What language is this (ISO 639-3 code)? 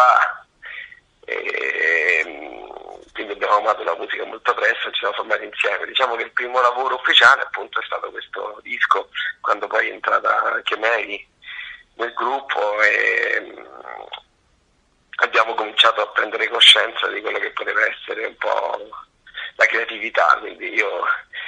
ita